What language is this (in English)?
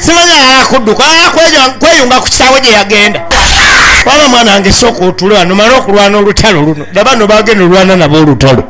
Ganda